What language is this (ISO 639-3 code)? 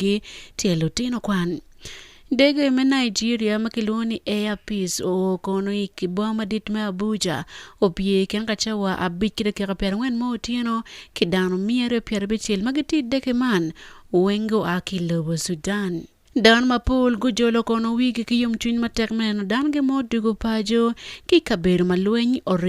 ach